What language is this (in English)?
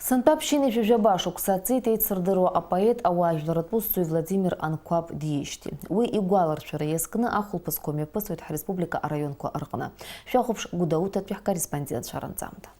Abkhazian